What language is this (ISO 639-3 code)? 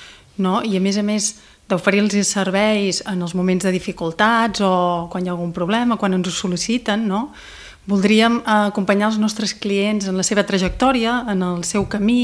cat